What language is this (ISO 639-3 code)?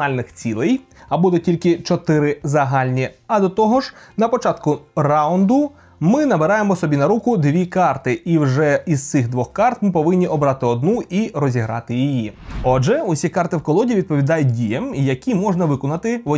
ukr